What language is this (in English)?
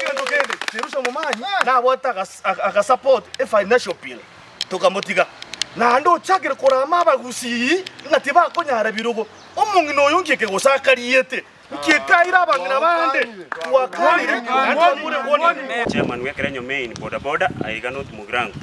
Gusii